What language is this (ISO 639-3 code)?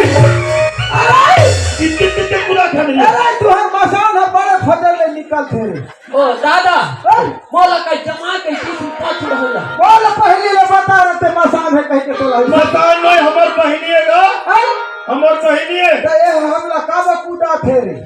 hne